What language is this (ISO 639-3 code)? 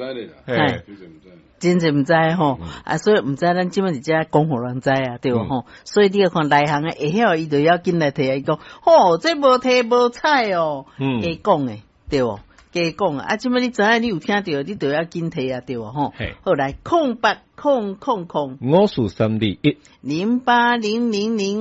nan